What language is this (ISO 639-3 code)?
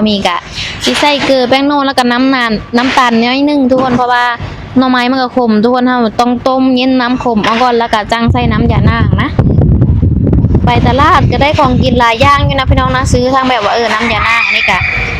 lao